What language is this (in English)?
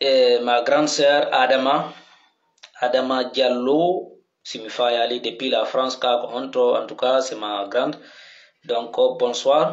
Pular